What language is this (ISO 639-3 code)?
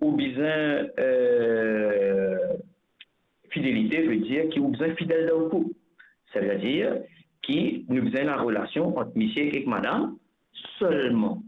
mfe